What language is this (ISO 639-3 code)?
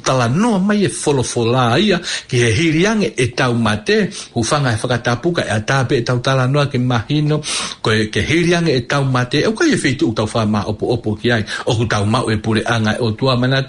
ton